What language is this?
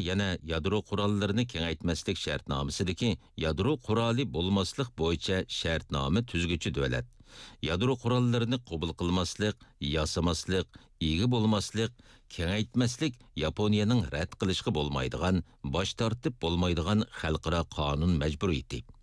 Uyghur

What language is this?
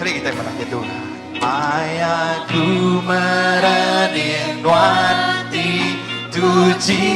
Iban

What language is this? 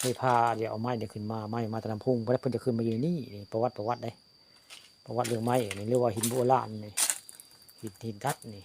Northeastern Thai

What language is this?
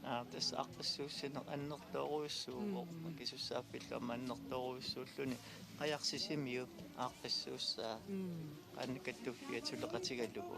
Kalaallisut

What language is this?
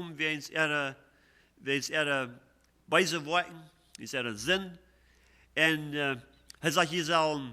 Plautdietsch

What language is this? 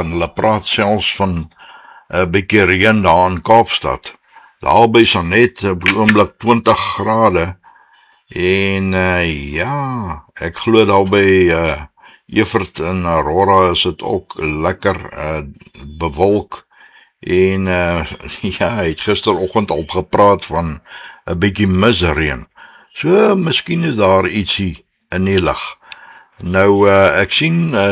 Afrikaans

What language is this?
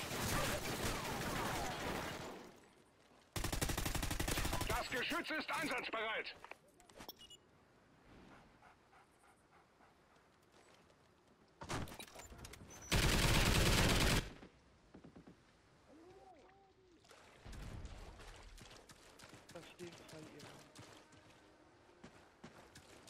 German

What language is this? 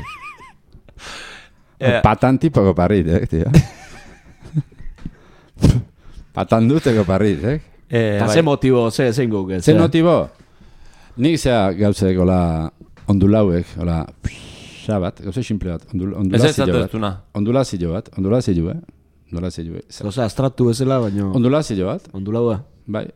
Basque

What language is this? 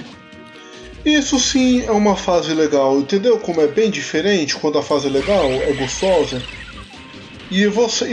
Portuguese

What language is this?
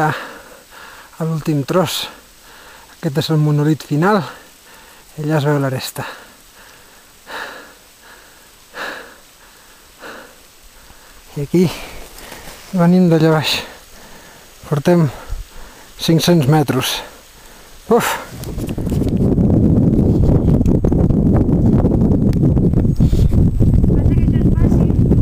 Catalan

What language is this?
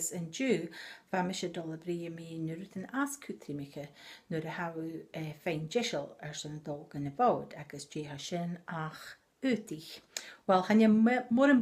Scottish Gaelic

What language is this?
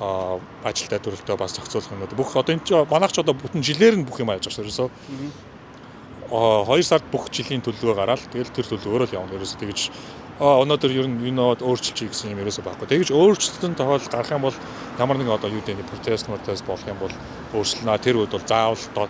Mongolian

